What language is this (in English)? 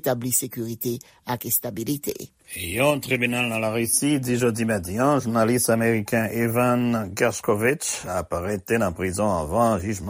Haitian Creole